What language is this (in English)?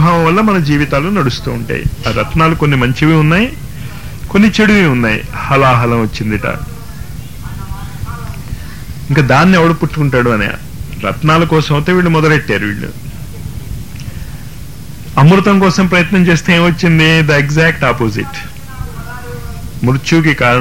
Telugu